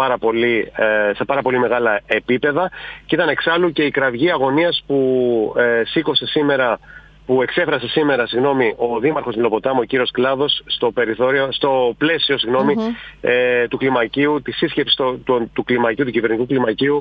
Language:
Greek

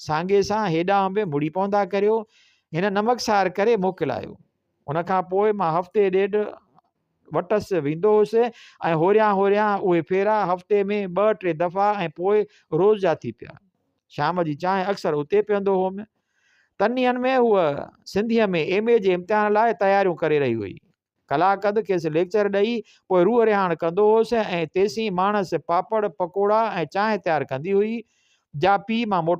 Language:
Sindhi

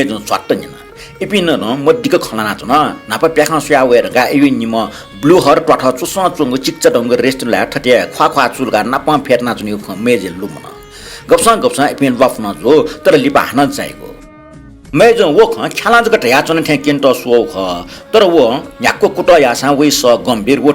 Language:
Newari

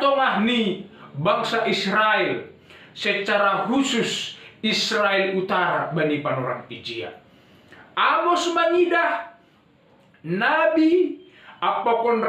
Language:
Batak Simalungun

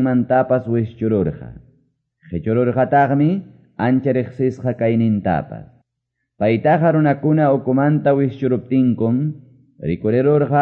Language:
Quechua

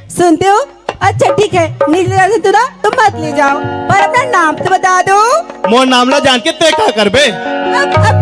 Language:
Chhattisgarhi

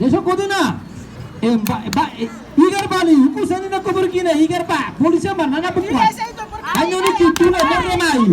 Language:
San Blas Kuna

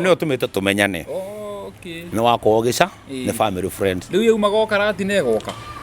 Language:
Kikuyu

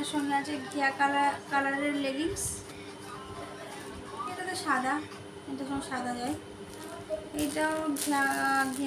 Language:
Bangla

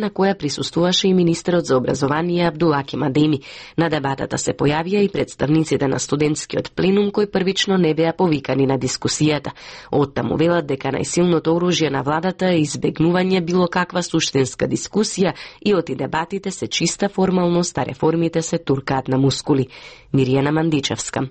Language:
Macedonian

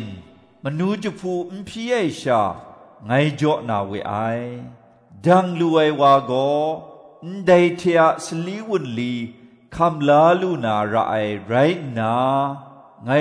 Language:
Kachin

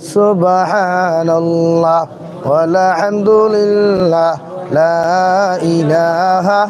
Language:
Sylheti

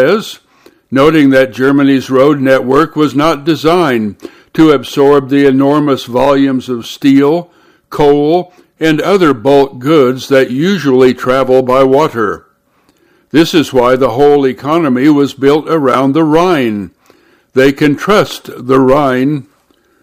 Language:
English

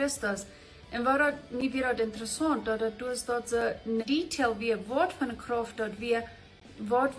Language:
Plautdietsch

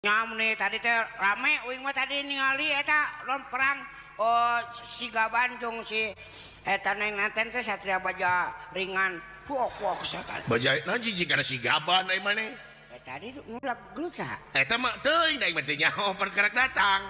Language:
Sundanese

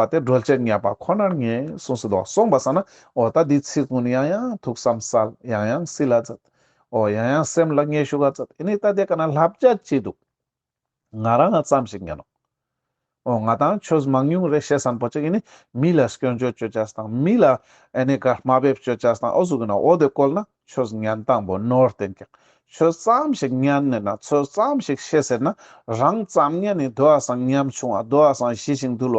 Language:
Ladakhi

